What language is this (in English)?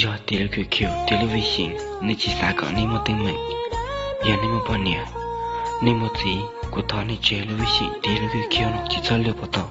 Hmong